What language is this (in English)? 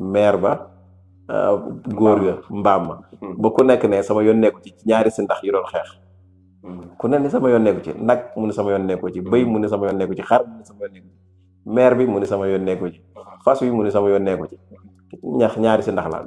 Wolof